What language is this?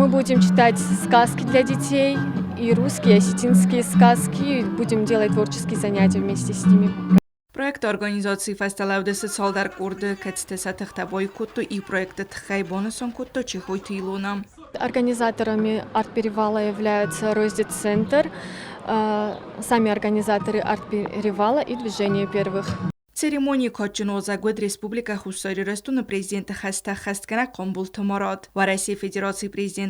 Ossetic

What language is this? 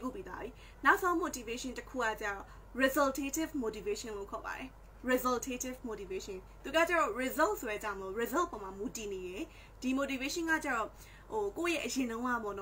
Burmese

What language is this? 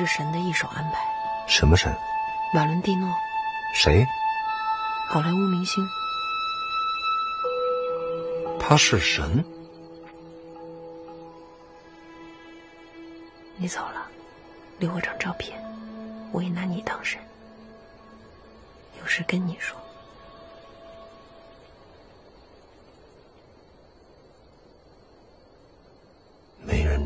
Chinese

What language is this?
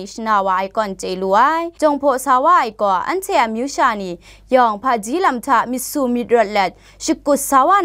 Kachin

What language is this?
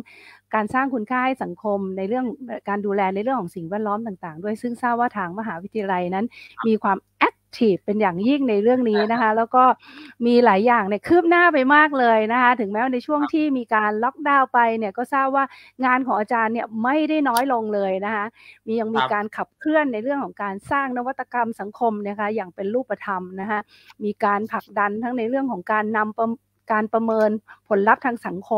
Thai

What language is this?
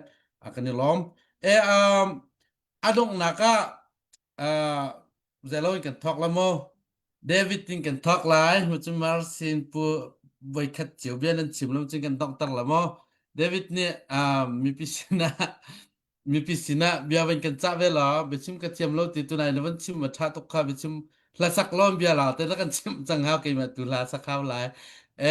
Hakha Chin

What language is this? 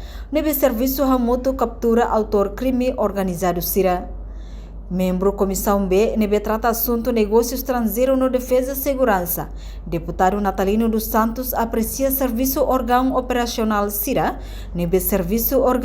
Tetum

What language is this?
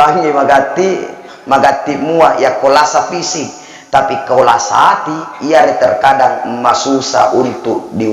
Buginese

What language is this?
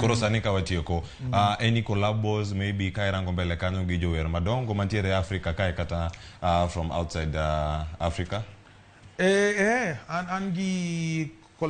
Luo (Kenya and Tanzania)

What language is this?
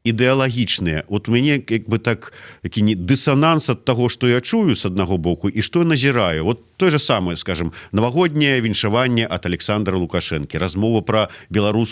Belarusian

